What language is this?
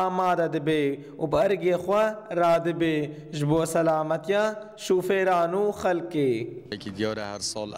Kurdish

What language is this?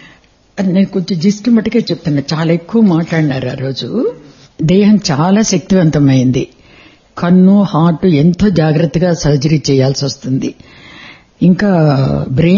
Telugu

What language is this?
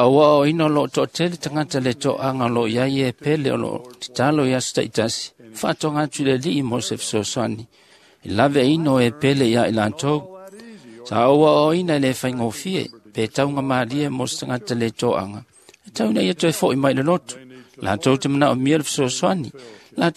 Samoan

